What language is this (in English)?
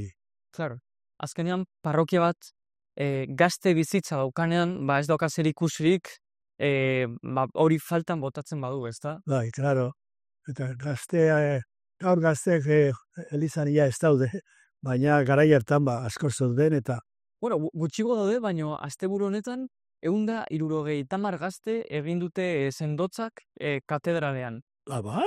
Basque